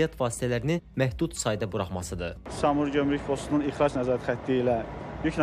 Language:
Azerbaijani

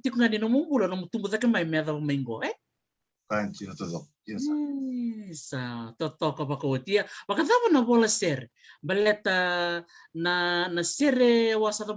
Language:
Fijian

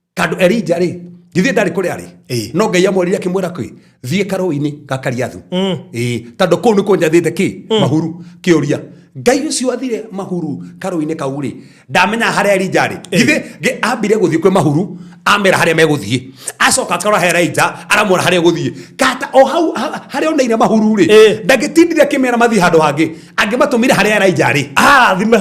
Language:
Kikuyu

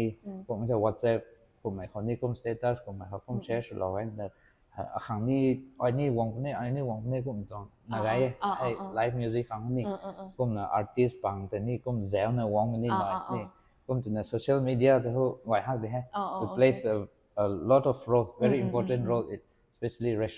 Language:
Rongmei Naga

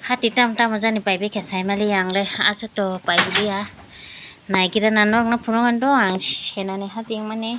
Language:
Kok Borok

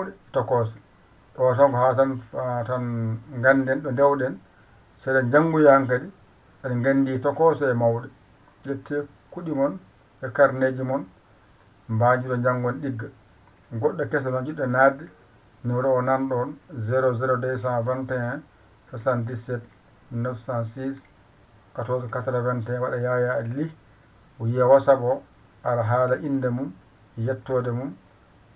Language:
Fula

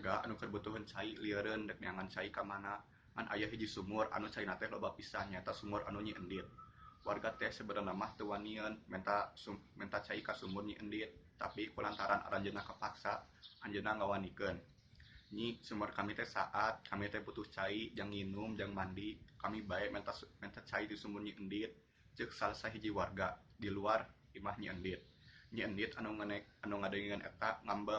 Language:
Sundanese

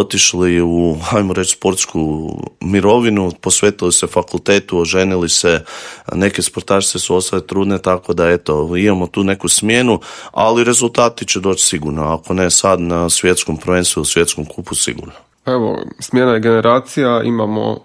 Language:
Croatian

